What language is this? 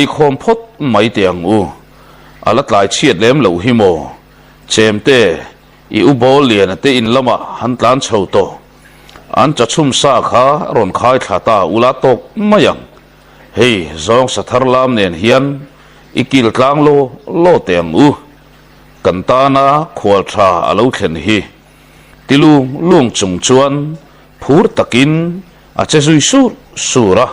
Mizo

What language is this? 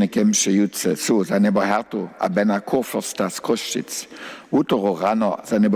Upper Sorbian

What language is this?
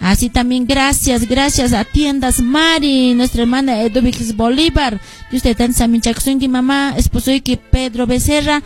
Quechua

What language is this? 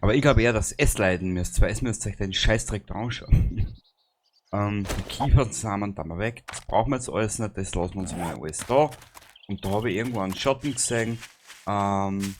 Bavarian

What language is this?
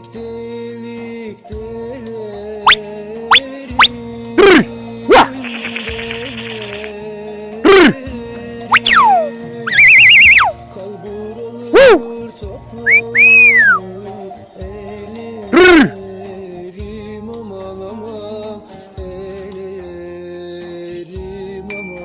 Turkish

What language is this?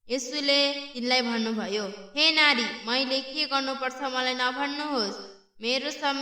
Nepali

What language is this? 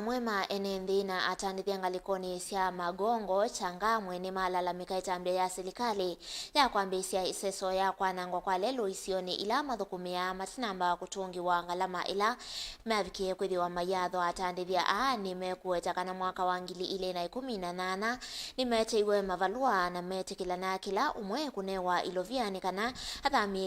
Kamba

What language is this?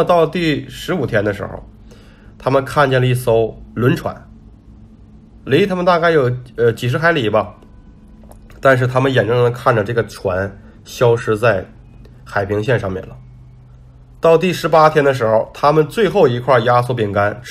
Chinese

